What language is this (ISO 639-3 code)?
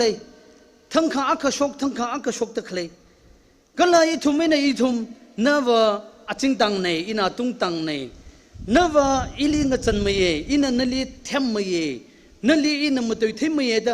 nmf